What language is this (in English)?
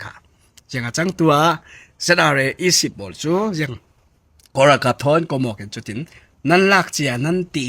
Falam Chin